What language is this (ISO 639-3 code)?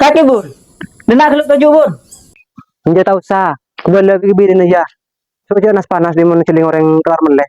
mad